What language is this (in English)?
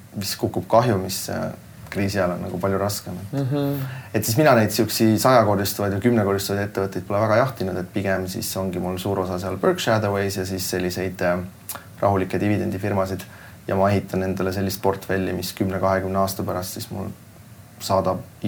Estonian